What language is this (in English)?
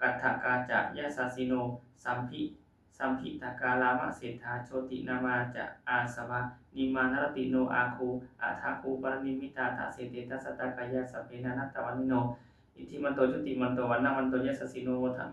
Pali